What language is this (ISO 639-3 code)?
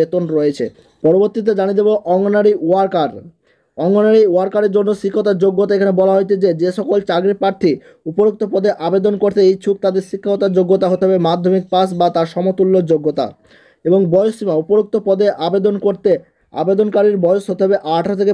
ben